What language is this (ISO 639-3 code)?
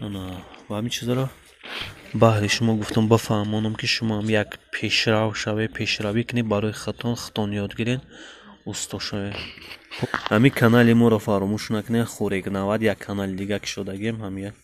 tgk